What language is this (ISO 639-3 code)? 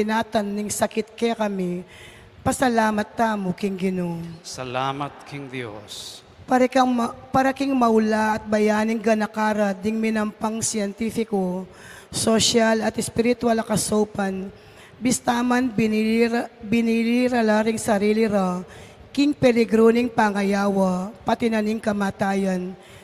pam